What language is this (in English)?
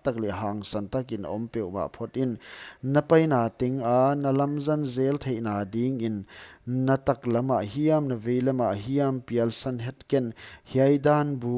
Paite Chin